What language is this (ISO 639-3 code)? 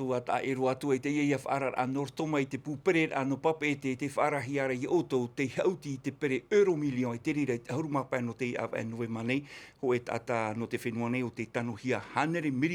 tah